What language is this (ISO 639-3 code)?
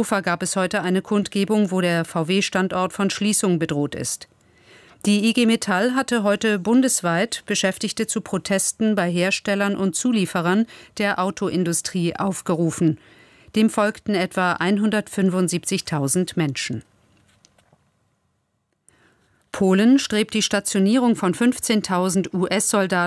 deu